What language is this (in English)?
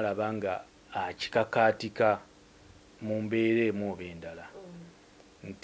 Ganda